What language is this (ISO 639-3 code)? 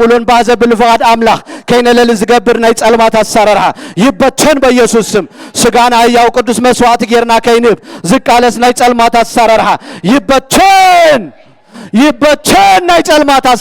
tir